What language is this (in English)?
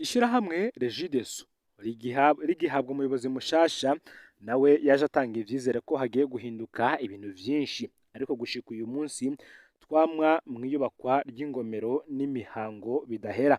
Rundi